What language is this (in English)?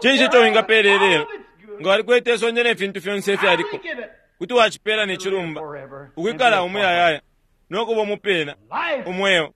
Bemba